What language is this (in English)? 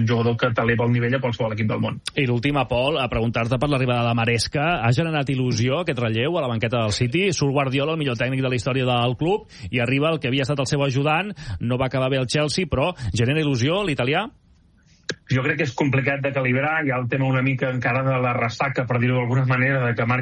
Catalan